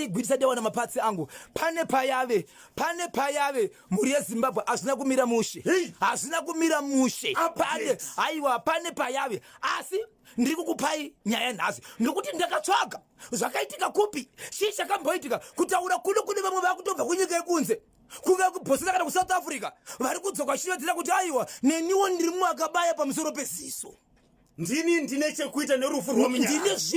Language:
Shona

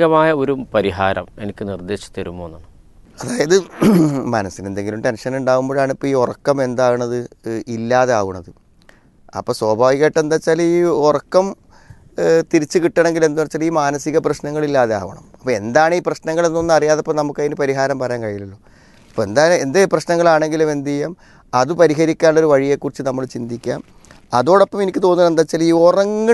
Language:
Malayalam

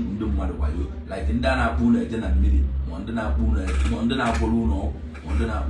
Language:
Igbo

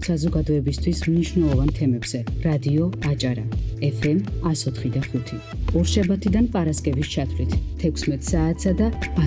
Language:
Georgian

